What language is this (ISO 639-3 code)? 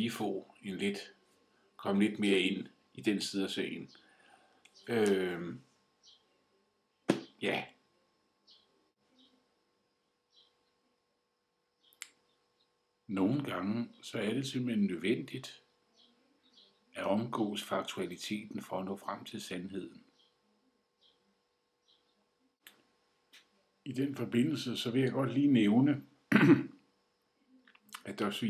dan